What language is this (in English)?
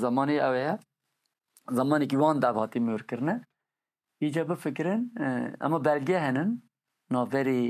Kurdish